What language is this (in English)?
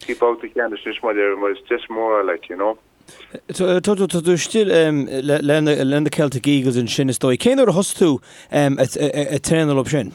Irish